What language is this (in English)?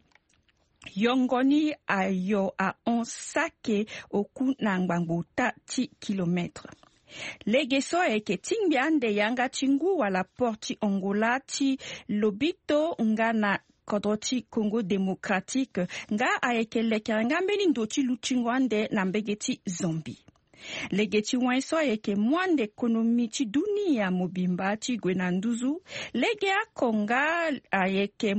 Sango